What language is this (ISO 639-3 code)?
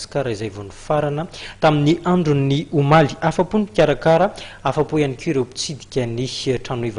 mlg